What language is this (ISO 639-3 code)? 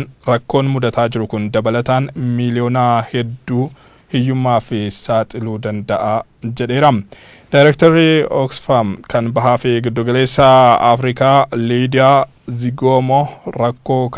orm